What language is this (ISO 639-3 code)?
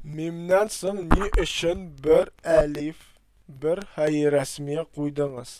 tat